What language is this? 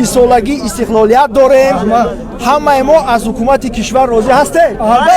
Tajik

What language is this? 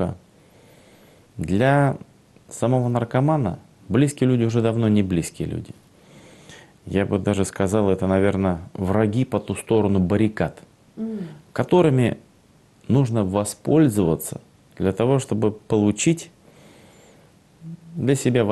Russian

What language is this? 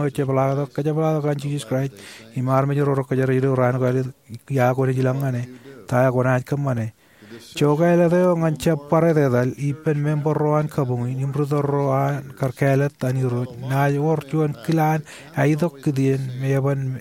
Marshallese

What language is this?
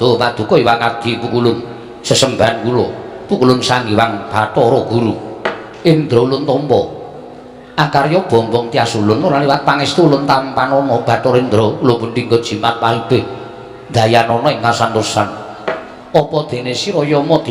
Javanese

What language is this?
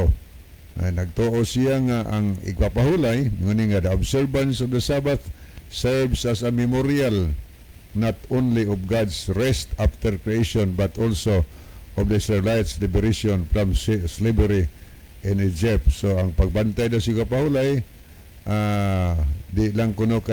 Cebuano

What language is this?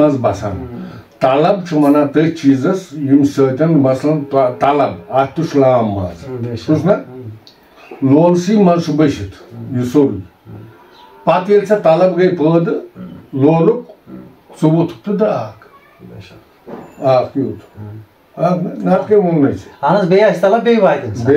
Kashmiri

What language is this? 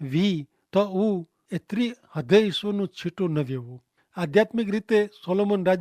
Kachhi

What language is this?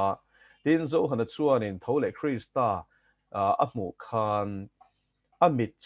Mizo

